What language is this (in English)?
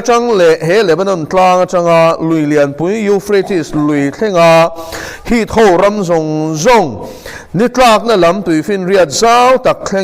Mizo